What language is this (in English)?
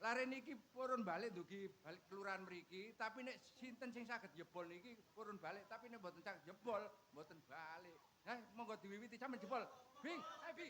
Javanese